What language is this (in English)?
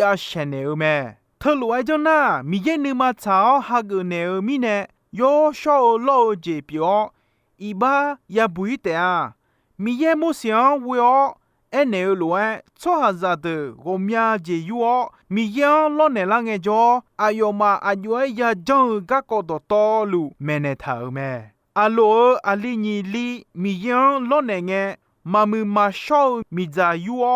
Akha